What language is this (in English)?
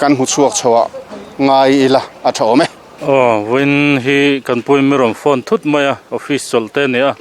Mizo